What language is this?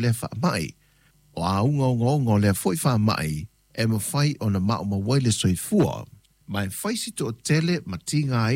Samoan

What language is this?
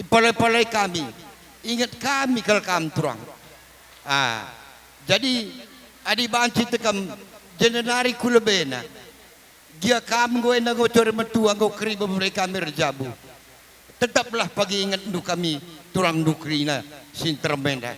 Batak Karo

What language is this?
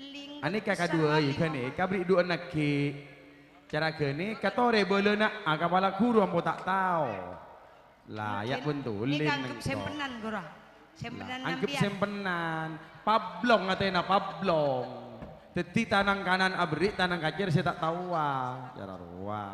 Madurese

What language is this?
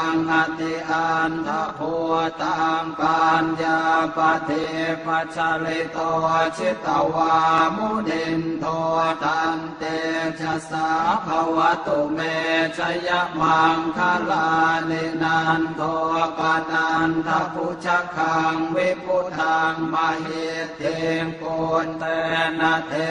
Pali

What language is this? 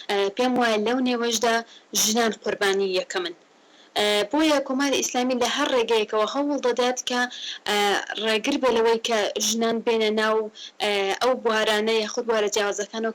Central Kurdish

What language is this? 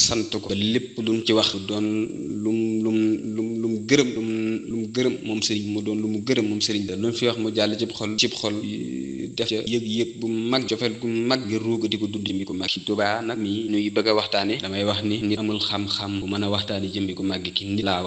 Wolof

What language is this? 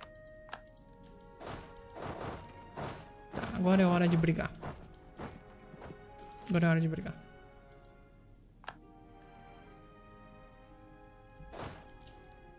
Portuguese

